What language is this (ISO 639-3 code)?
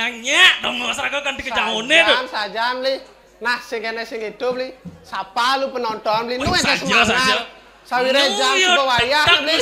ban